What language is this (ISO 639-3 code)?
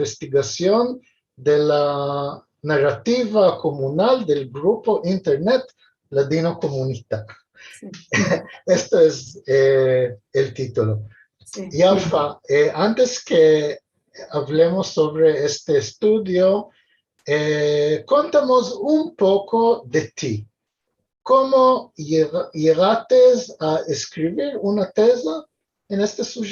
lad